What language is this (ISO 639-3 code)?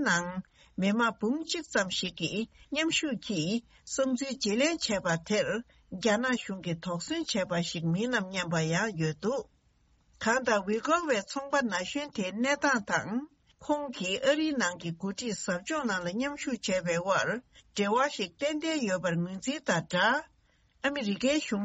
bod